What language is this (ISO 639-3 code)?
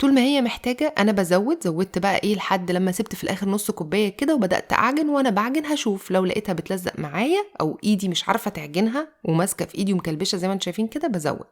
arz